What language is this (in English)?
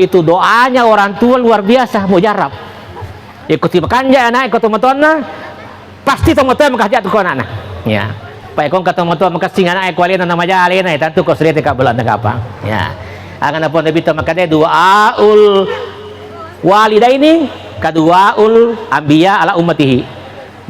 Buginese